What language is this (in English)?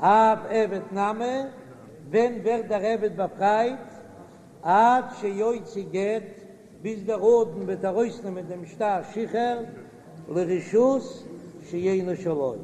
Yiddish